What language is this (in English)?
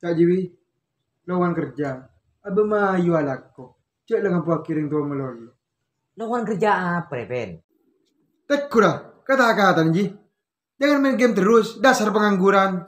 Madurese